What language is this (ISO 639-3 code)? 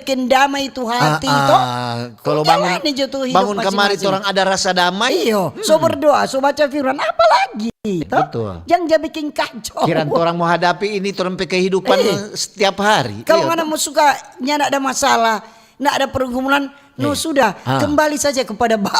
xmm